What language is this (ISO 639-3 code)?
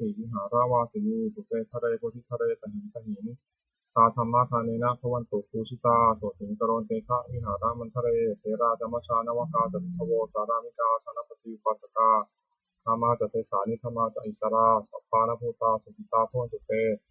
pli